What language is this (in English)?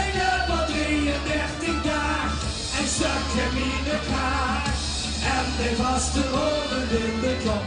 Limburgish